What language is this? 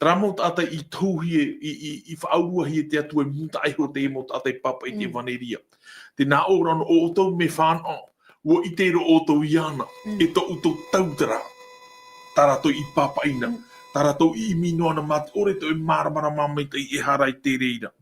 Tahitian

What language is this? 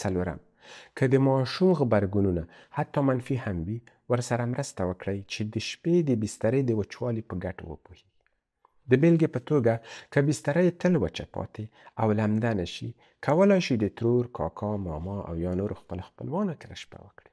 Pashto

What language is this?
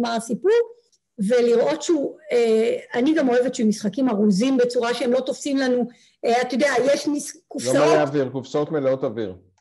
Hebrew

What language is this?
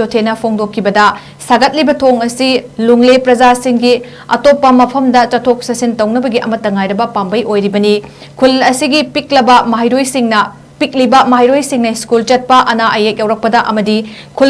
Manipuri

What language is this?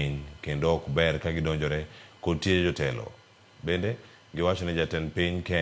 Luo (Kenya and Tanzania)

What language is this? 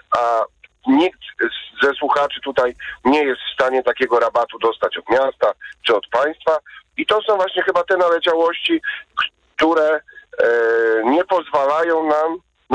Polish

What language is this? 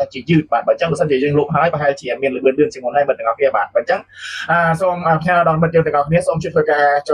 Khmer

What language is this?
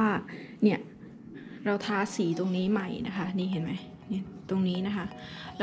Thai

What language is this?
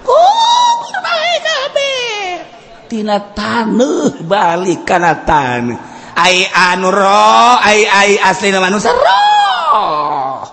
Sundanese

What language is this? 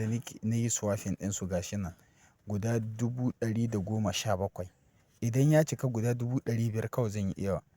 Hausa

